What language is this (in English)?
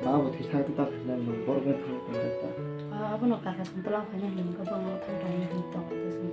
Kok Borok